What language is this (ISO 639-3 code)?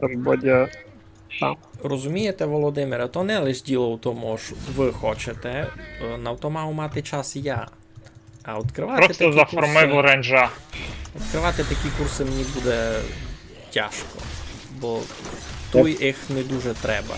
rue